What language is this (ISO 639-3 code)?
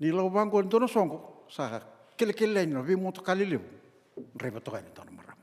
fij